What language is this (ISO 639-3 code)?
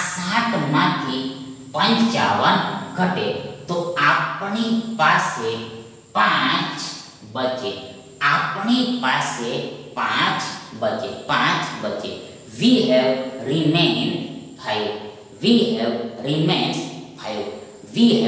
guj